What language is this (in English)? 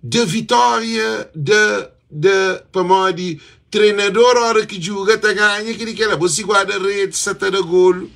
Kabuverdianu